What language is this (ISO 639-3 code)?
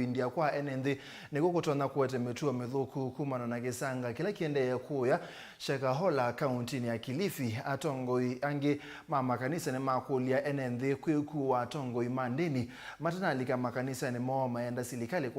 kam